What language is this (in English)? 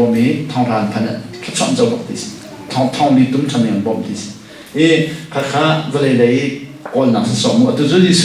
Hakha Chin